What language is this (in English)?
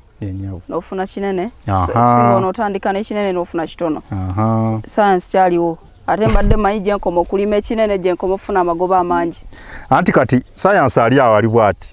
Ganda